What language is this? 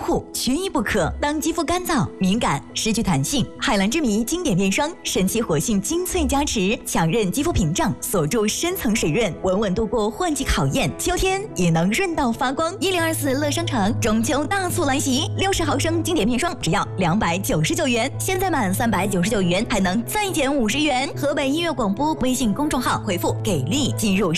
Chinese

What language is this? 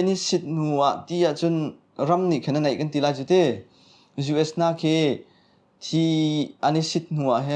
Hakha Chin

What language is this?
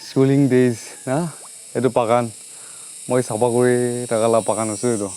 Naga Pidgin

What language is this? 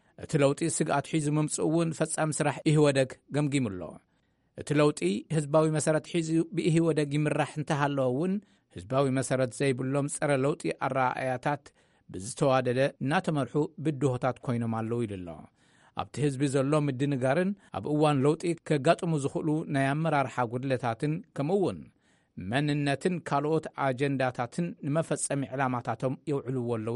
Tigrinya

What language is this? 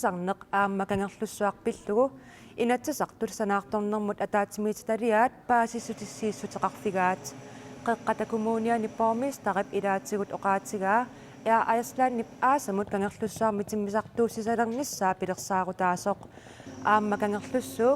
Kalaallisut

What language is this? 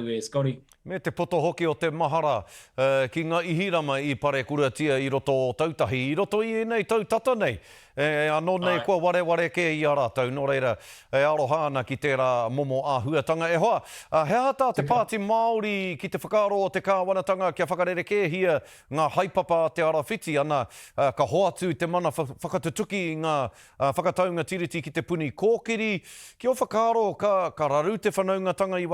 Māori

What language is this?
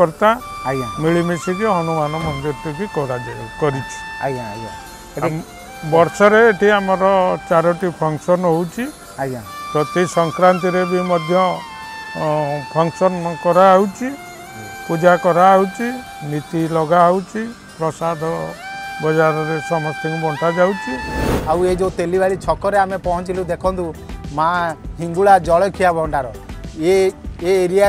Odia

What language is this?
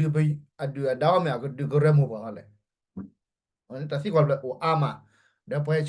S'gaw Karen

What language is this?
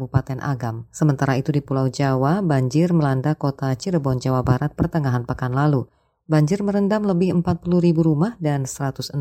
Indonesian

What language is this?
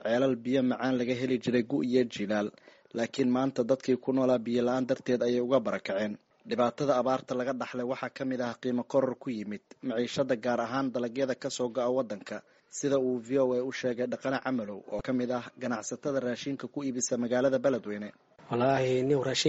Somali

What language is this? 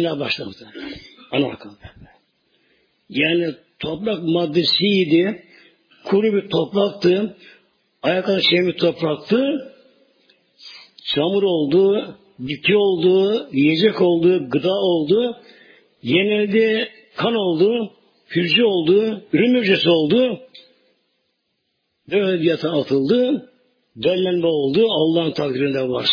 Turkish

